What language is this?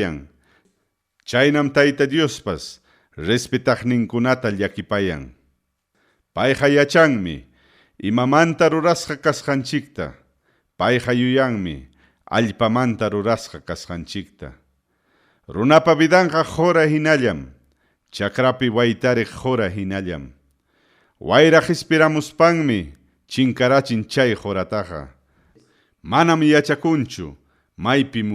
Ayacucho Quechua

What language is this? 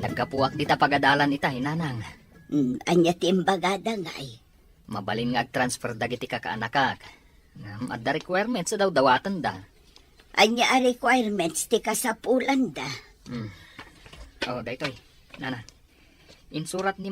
Iloko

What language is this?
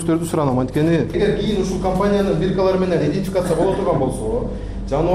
Kyrgyz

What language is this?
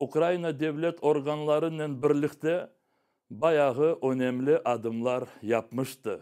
Crimean Tatar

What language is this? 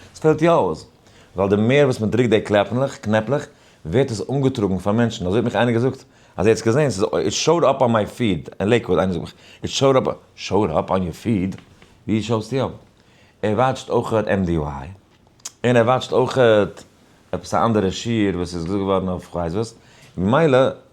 Yiddish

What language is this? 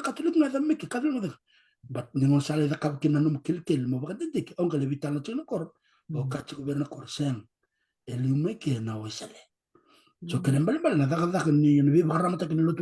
Fijian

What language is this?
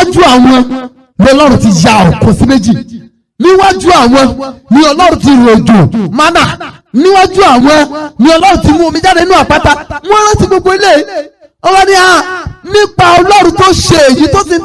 Yoruba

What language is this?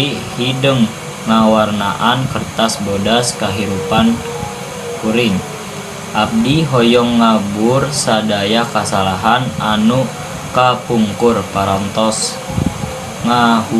Sundanese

